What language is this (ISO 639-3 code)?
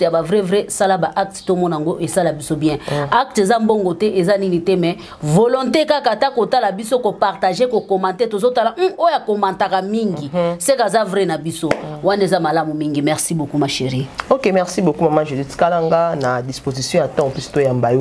lin